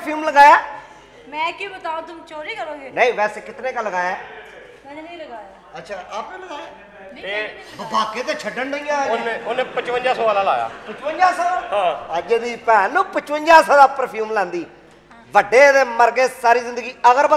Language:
Punjabi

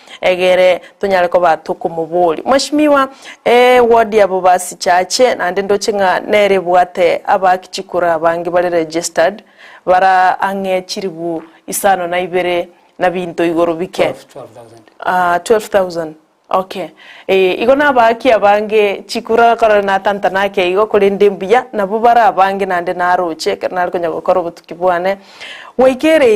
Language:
Gusii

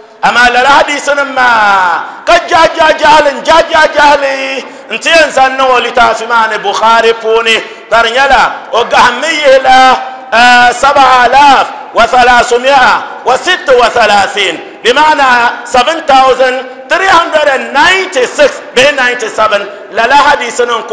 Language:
Dagbani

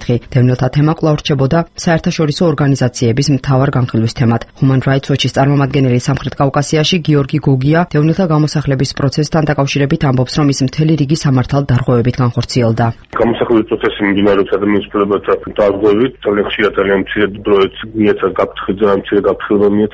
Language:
Georgian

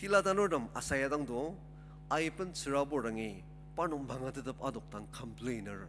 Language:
Ao Naga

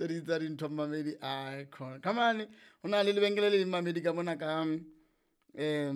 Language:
Southern Sotho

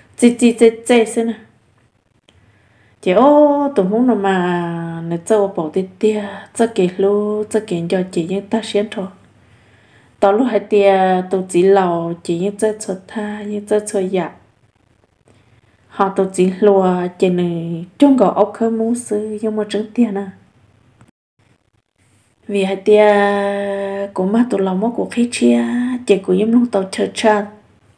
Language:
Vietnamese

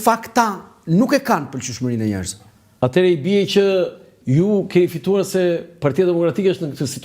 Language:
Albanian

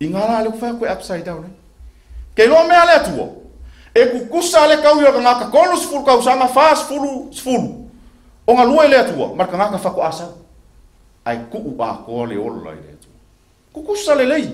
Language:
Samoan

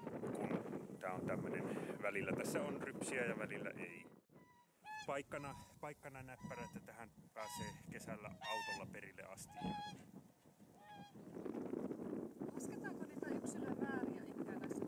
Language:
Finnish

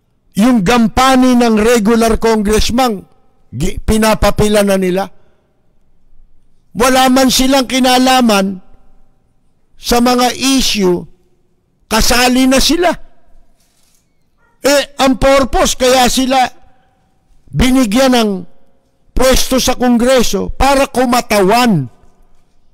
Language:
Filipino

